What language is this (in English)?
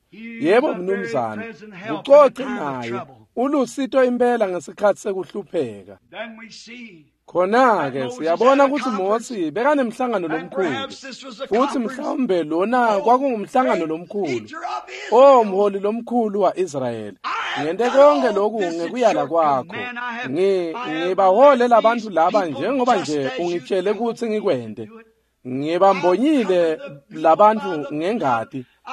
Swati